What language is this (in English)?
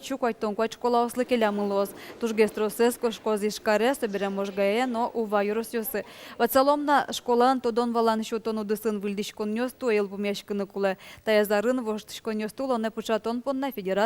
Udmurt